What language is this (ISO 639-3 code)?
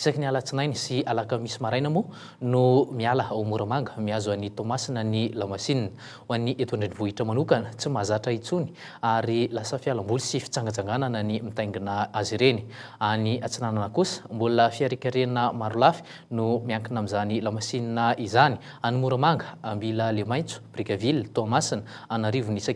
mlg